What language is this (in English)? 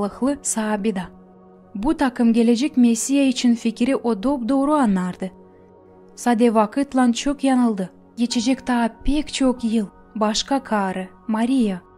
Gagauz